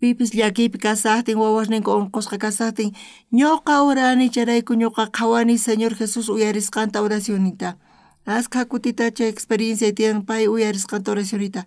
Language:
South Bolivian Quechua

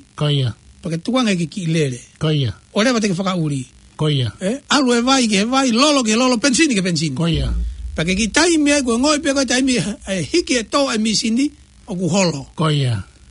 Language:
Tongan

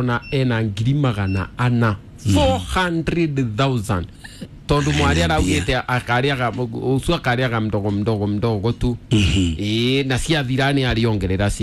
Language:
Kikuyu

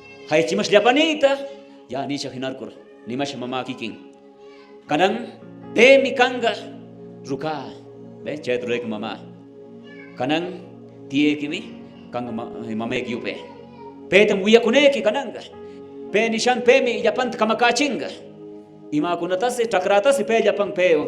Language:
Quechua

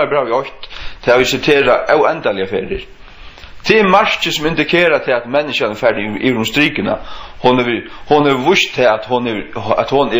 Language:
Faroese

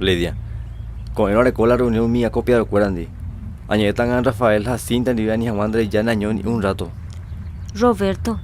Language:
Guarani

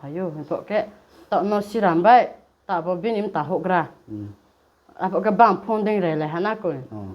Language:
Riang (India)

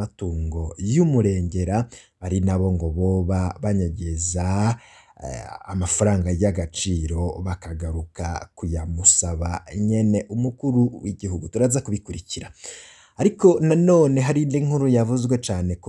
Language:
Rundi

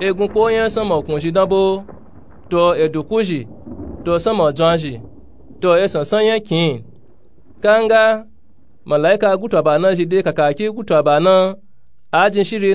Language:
Nupe-Nupe-Tako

